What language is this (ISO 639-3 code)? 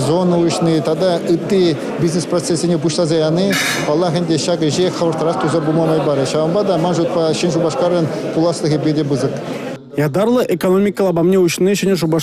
chv